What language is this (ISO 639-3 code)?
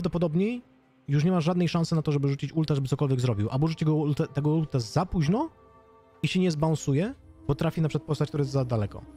pol